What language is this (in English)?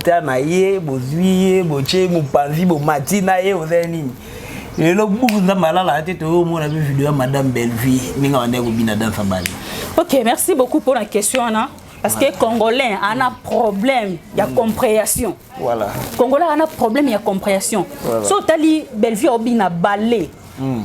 Lingala